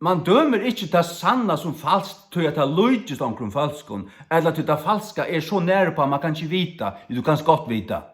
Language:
Faroese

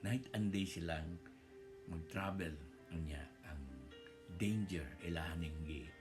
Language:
Cebuano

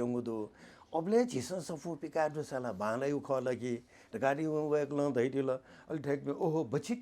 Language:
Newari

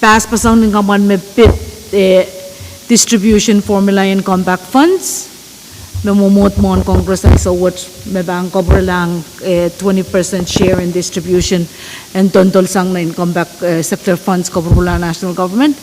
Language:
Pohnpeian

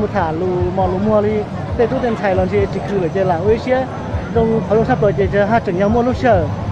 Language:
Hmong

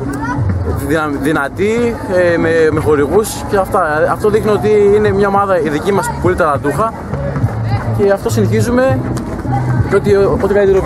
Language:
Greek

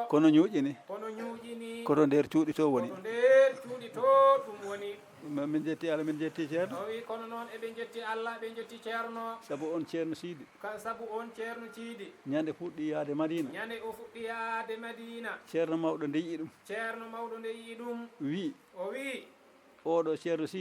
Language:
Fula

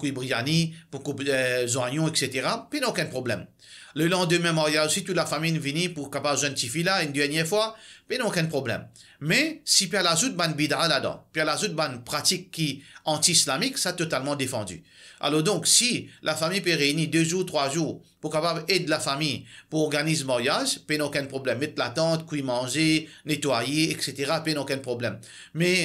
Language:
Morisyen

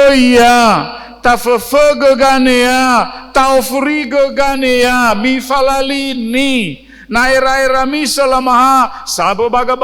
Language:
Nias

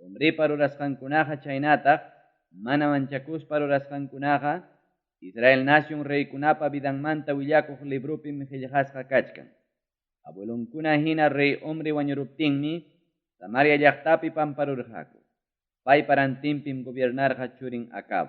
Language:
Ayacucho Quechua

